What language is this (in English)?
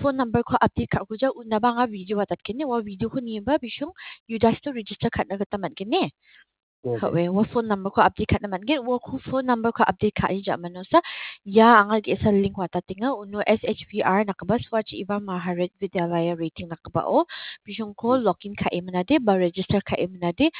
Garo